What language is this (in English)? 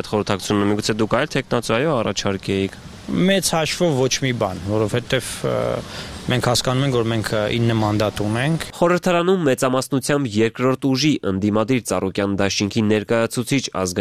Armenian